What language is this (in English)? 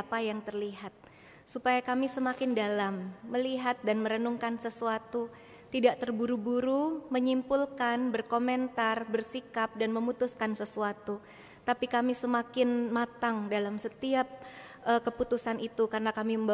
Indonesian